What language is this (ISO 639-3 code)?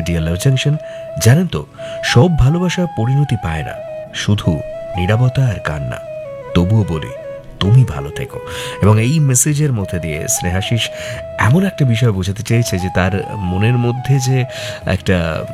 ben